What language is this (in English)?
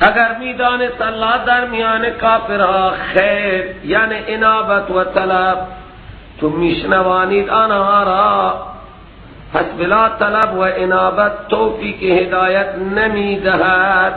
Persian